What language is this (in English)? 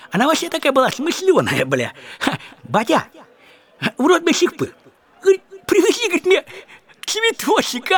Russian